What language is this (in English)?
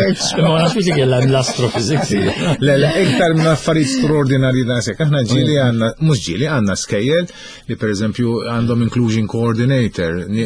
Maltese